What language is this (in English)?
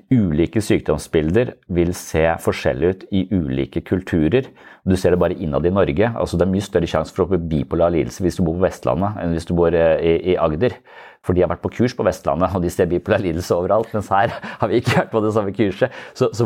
Norwegian